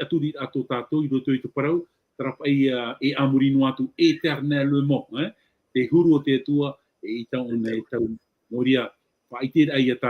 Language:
Tahitian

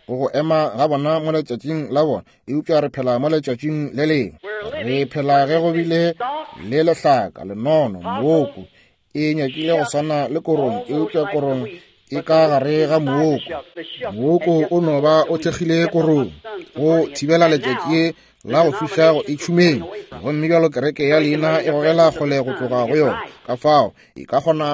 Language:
Northern Sotho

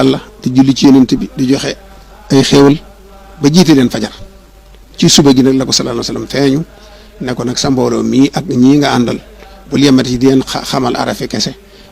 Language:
Wolof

